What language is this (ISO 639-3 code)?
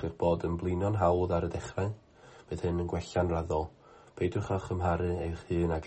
cym